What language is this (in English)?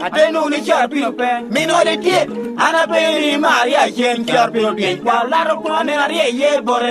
Lango (Uganda)